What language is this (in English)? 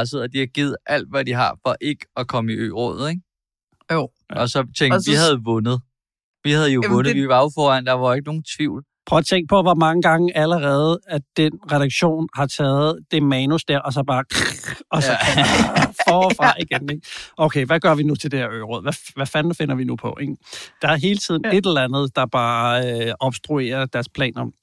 Danish